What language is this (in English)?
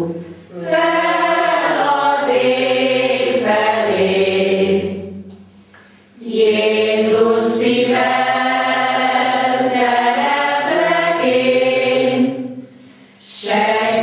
Hungarian